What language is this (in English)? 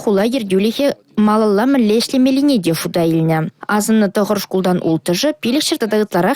Chuvash